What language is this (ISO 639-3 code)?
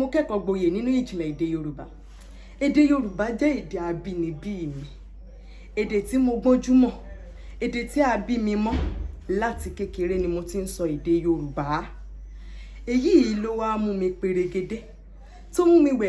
yor